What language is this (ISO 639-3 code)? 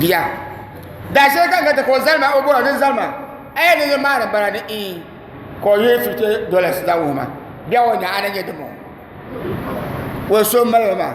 dag